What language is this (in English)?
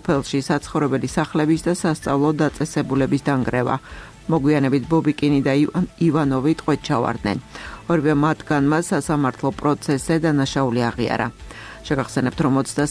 Georgian